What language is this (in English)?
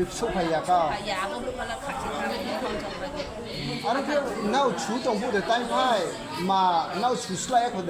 Riang (India)